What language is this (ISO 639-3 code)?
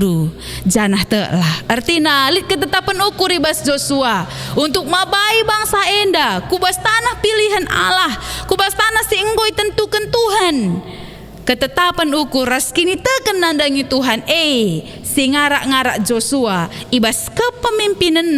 btx